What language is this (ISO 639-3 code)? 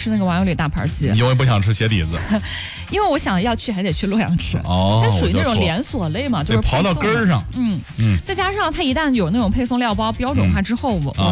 zho